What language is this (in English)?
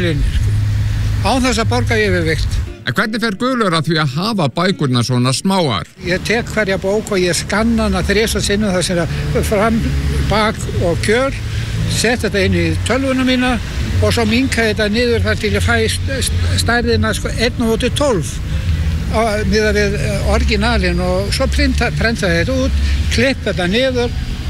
Icelandic